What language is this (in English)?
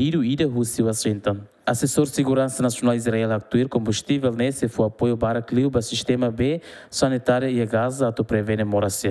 Tetum